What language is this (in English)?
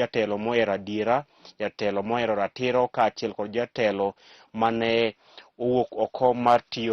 Luo (Kenya and Tanzania)